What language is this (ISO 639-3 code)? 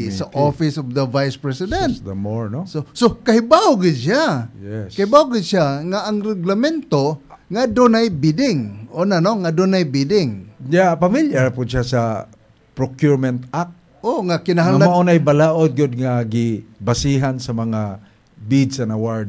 ceb